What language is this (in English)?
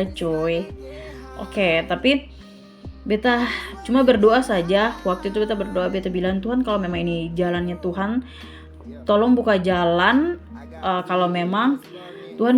Ambonese Malay